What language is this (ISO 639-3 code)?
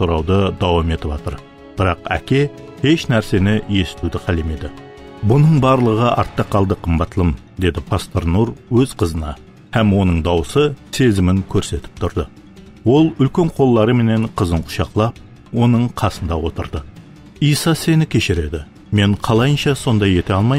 kaa